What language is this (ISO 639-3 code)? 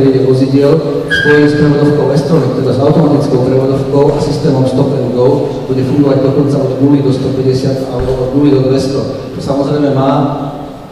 slk